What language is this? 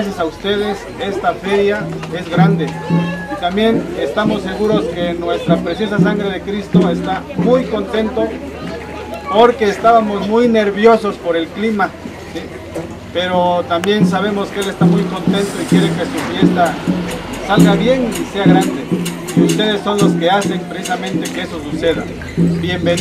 Spanish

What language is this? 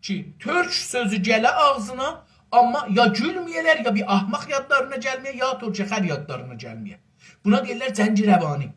South Azerbaijani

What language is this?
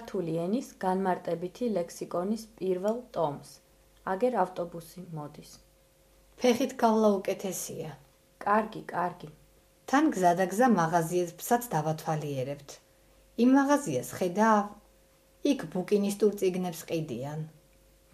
Georgian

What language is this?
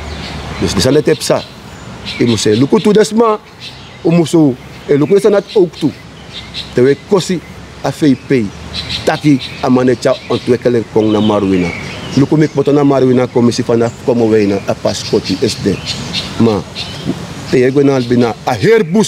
Sranan Tongo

